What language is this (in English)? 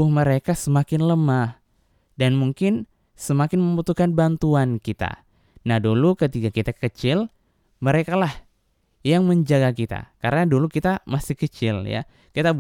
Indonesian